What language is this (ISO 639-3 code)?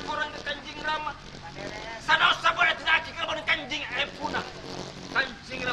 mad